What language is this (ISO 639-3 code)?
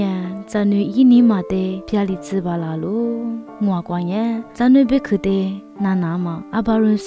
lis